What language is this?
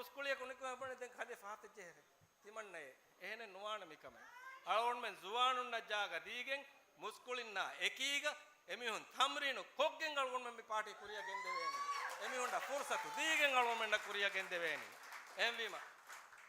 Divehi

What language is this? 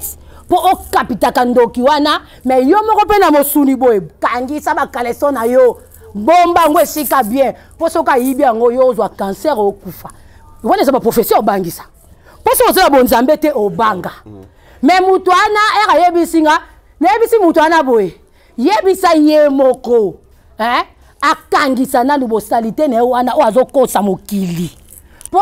Lingala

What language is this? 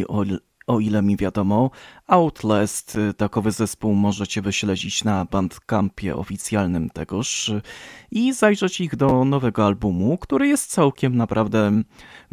Polish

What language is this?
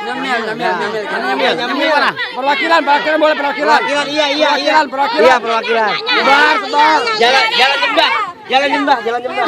Betawi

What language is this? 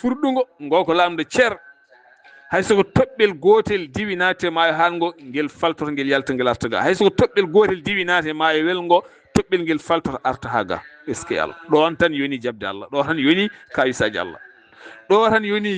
Fula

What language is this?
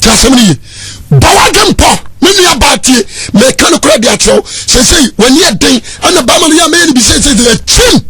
Akan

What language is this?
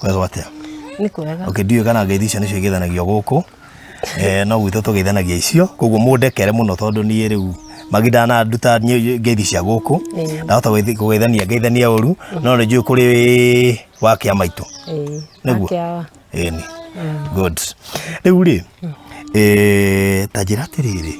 Kikuyu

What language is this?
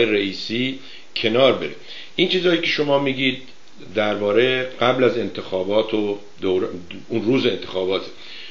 Persian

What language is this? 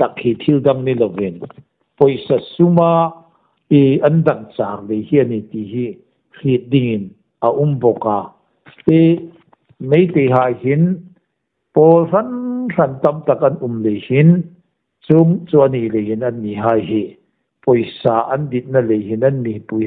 Hmar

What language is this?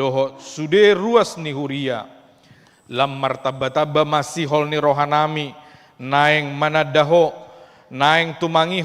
Batak Toba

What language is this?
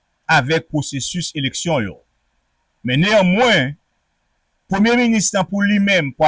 Haitian Creole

